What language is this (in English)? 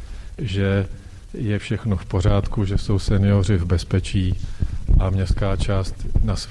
Czech